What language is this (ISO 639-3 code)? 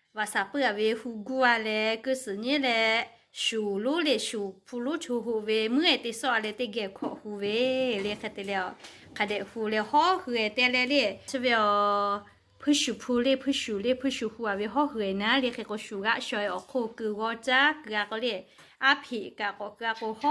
lhu